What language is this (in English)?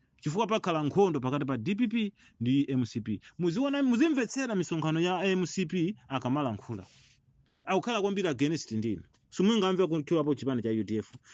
Nyanja